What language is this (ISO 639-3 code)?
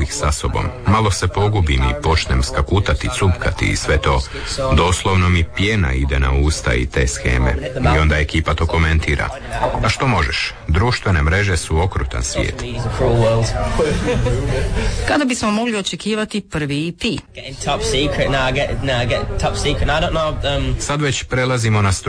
hrv